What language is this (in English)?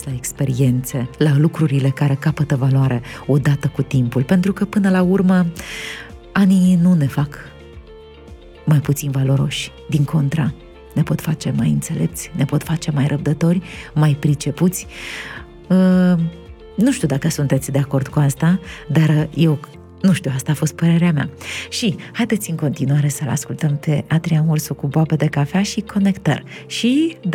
Romanian